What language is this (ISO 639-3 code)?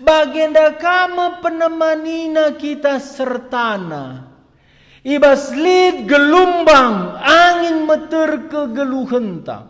btx